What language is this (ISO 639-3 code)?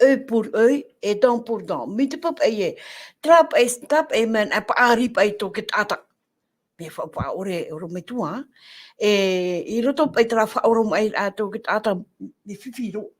tah